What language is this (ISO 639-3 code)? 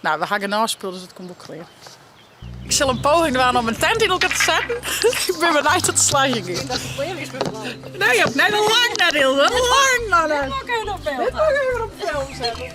fry